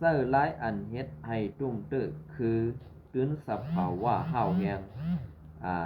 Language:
Shan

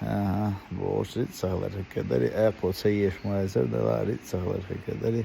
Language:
Chechen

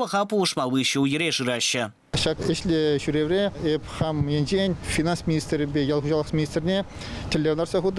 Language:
Chuvash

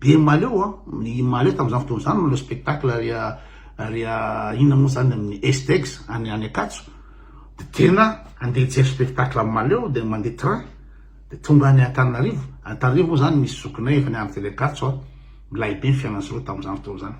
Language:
Malagasy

